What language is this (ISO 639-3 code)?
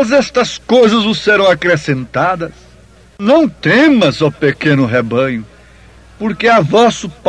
por